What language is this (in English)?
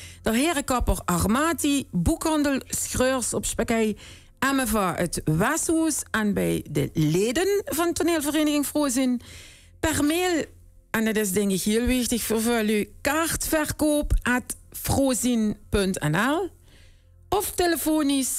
Limburgish